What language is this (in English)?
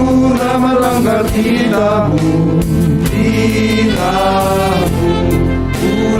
Batak Simalungun